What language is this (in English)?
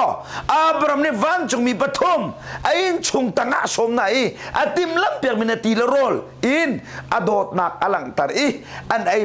Hakha Chin